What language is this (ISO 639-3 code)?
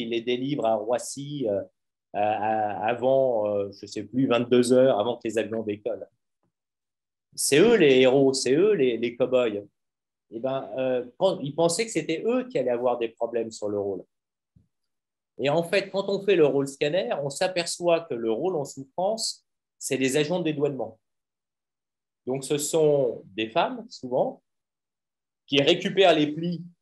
fra